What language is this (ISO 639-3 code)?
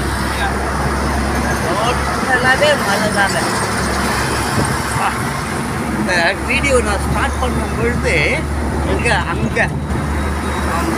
tam